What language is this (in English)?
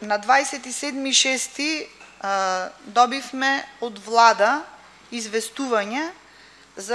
Macedonian